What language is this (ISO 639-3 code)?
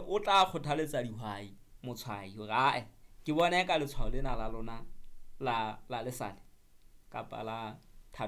sot